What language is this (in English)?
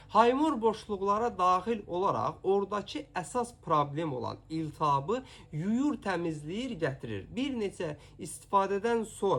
Azerbaijani